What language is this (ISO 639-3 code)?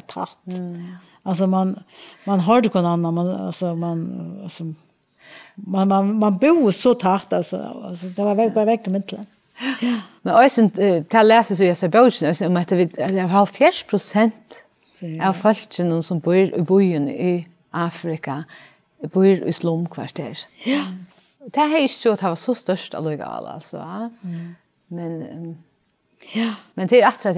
fao